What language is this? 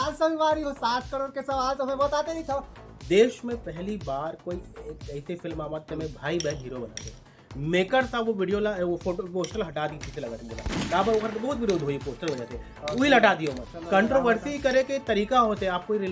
Chhattisgarhi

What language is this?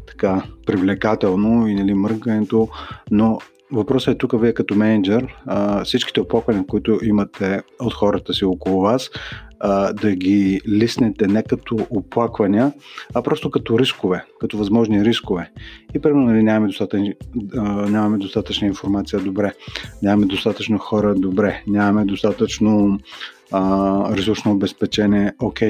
Bulgarian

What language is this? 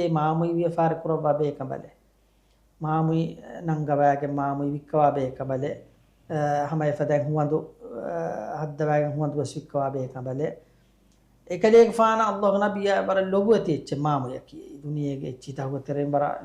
Divehi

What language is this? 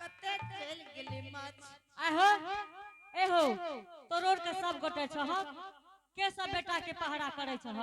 Angika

